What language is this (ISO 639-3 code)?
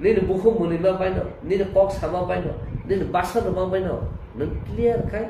trp